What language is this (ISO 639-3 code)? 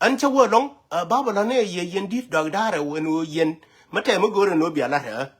nus